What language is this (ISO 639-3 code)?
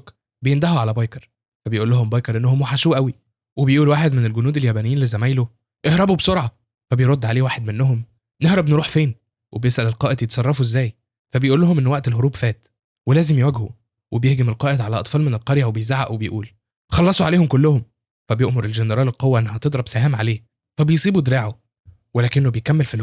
arz